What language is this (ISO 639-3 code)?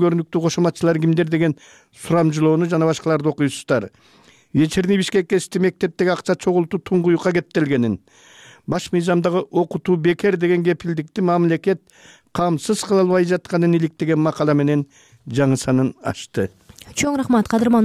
kir